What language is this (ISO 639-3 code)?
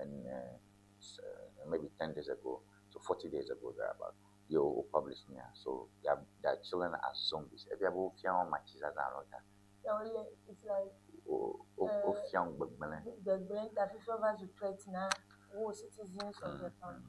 ewe